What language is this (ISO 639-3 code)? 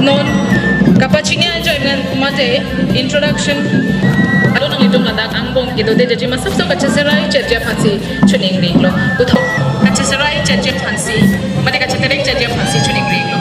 mjw